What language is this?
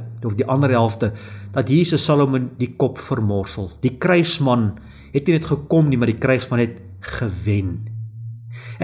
Afrikaans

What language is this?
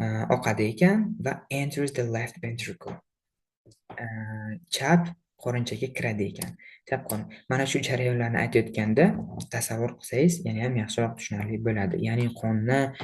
Uzbek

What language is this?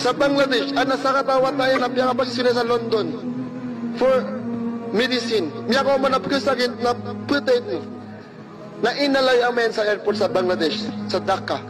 Maranao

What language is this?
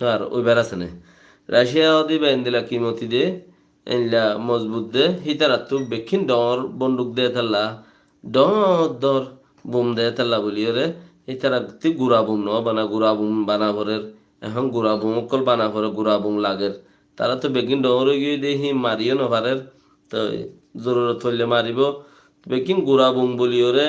Rohingya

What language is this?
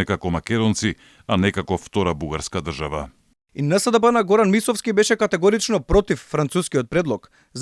Macedonian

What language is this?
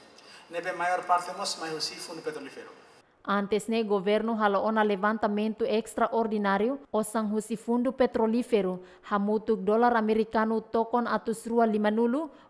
Tetum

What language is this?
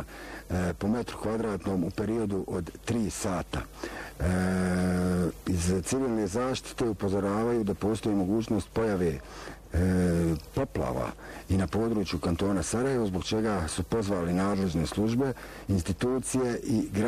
Bosnian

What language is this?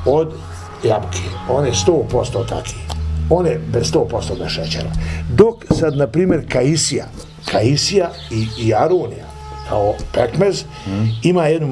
Bosnian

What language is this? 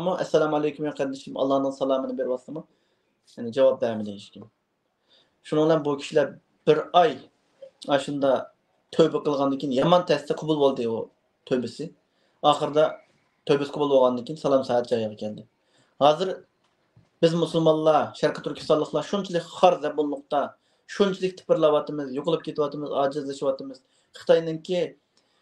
Uyghur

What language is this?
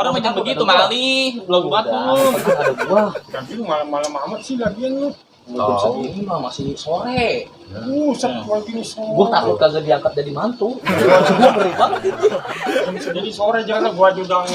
Betawi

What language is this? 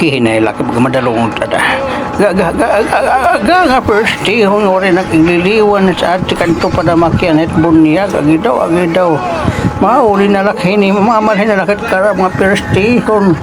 Waray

